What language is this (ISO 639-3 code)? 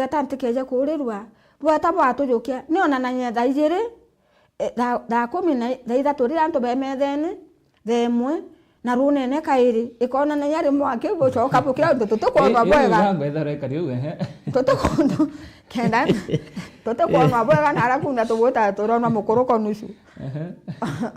mer